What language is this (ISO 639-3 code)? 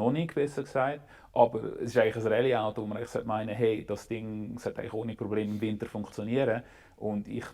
gsw